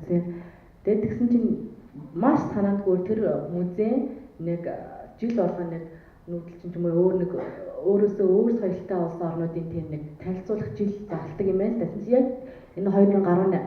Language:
Mongolian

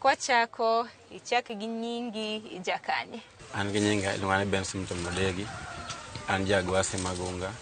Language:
Luo (Kenya and Tanzania)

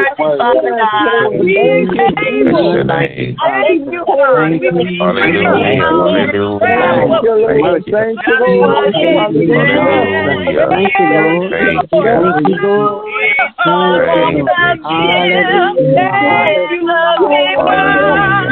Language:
English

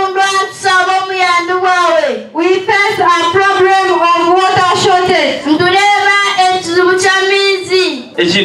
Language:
Nyankole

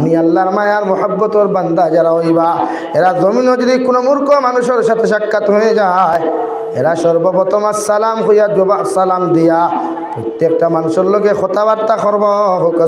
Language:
Sylheti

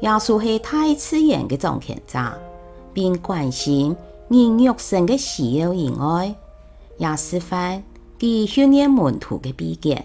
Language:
Hakka Chinese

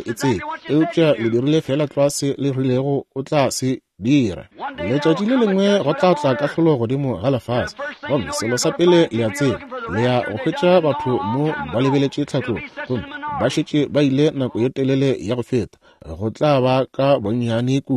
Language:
Northern Sotho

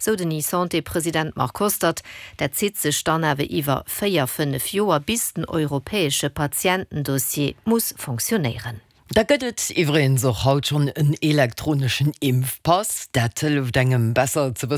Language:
Luxembourgish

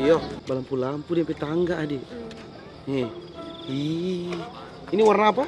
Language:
Manado Malay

